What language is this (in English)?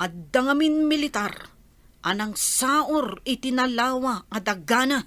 Iloko